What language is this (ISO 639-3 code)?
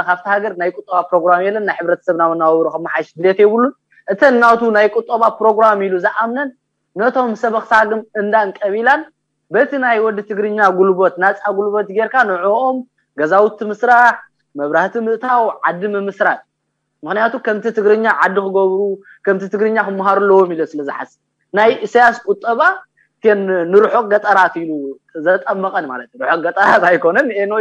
tir